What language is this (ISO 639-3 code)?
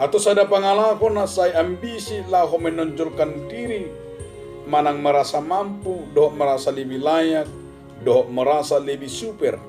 bbc